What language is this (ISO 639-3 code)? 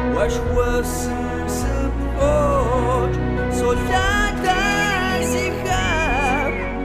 kbd